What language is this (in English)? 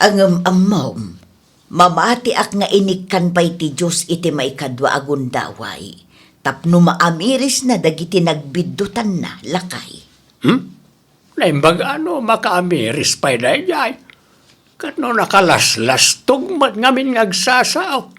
Iloko